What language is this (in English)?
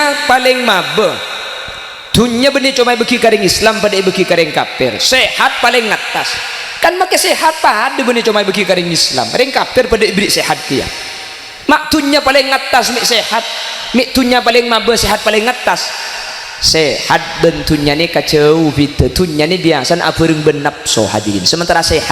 Madurese